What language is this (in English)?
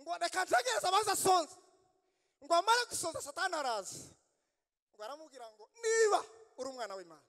Kinyarwanda